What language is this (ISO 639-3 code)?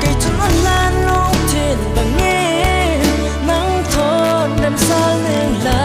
cfm